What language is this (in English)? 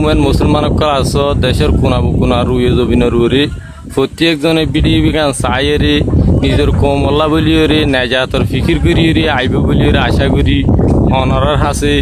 Rohingya